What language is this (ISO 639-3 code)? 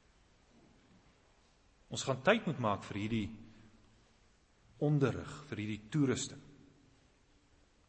afr